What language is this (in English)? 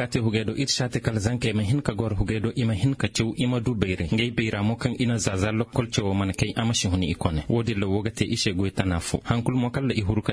Zarma